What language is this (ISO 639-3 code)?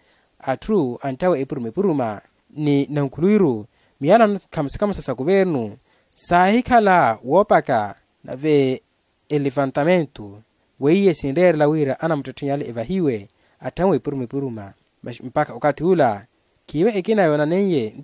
vmw